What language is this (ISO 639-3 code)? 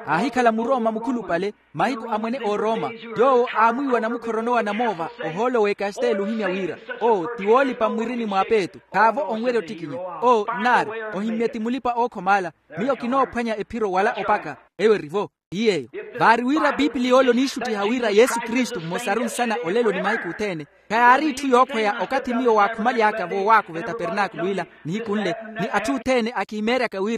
vmw